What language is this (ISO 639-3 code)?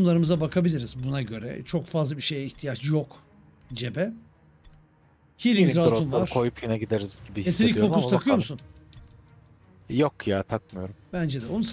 tur